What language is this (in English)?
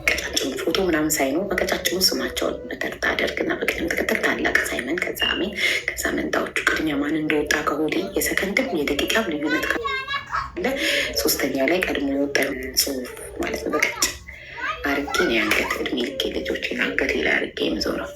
Amharic